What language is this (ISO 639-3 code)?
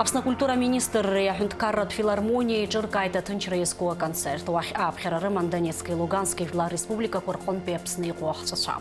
abk